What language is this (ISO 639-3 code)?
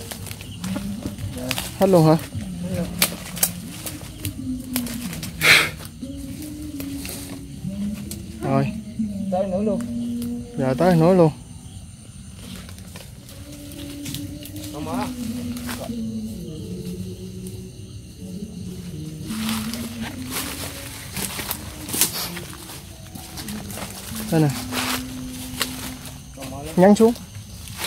vie